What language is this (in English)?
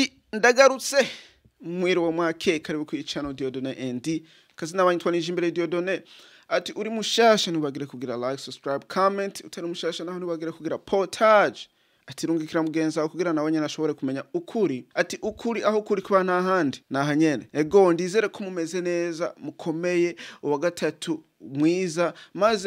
Rundi